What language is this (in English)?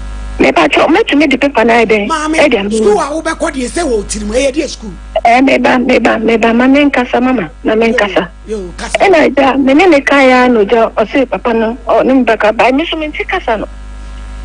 Akan